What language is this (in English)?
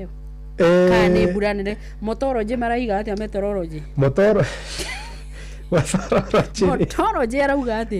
Kikuyu